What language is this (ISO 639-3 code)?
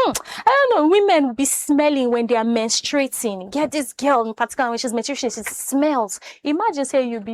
pcm